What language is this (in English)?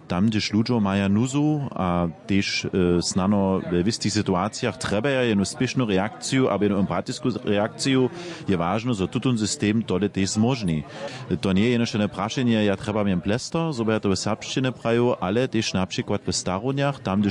Upper Sorbian